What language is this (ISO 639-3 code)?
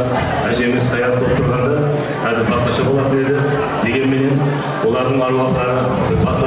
kaa